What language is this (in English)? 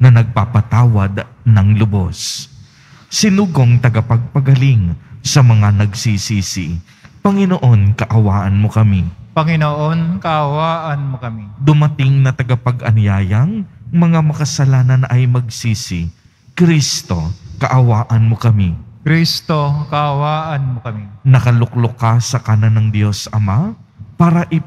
Filipino